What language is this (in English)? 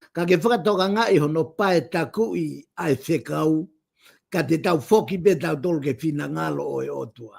Tongan